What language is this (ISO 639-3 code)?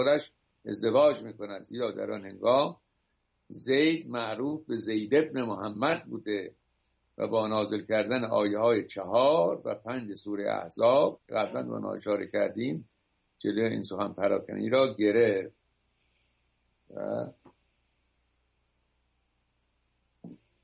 fas